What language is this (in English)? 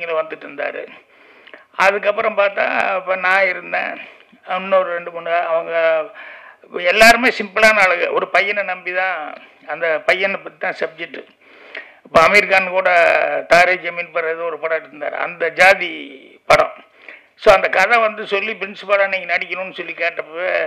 Tamil